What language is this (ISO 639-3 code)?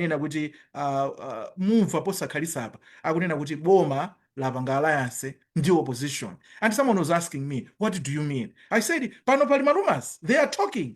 nya